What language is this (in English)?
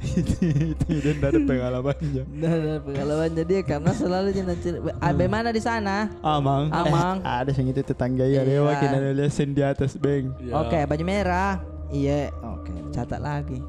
Makassar Malay